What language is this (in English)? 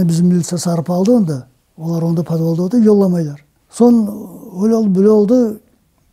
Crimean Tatar